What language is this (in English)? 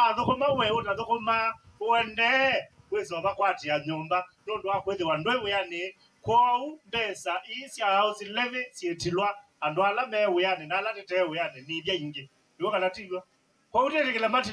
Kamba